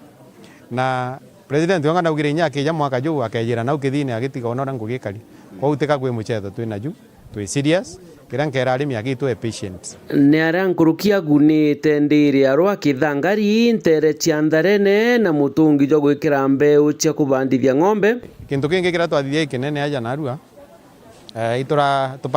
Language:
Meru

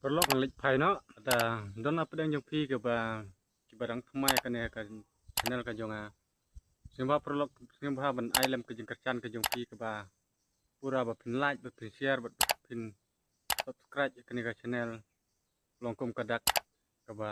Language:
Khasi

